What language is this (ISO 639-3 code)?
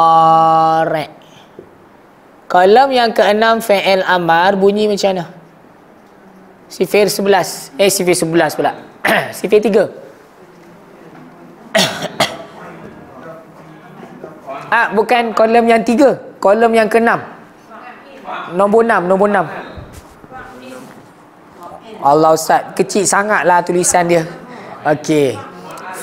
msa